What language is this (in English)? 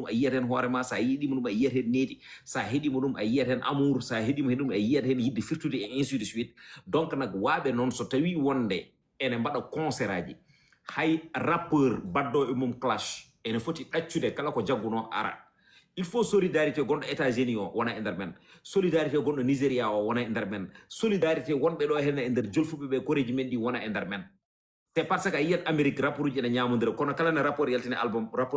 Fula